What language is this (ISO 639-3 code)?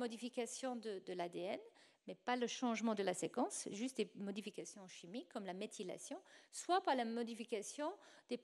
fra